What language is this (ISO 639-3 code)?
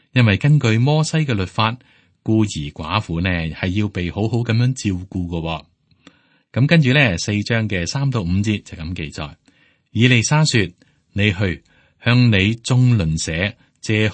yue